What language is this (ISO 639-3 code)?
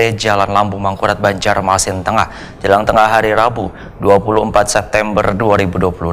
bjn